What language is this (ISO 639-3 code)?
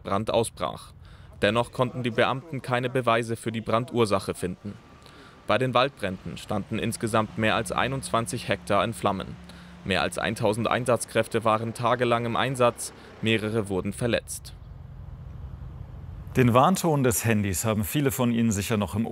deu